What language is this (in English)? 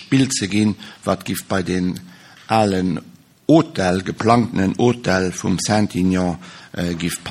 Luxembourgish